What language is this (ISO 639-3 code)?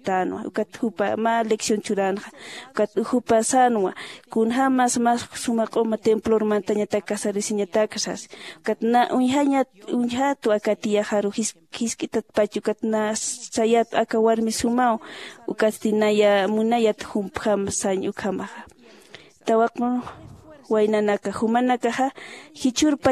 aym